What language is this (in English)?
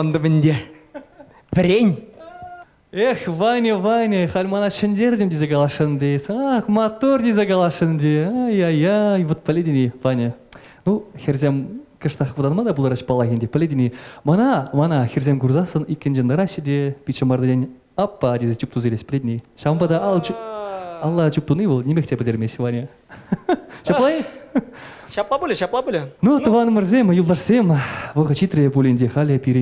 Chuvash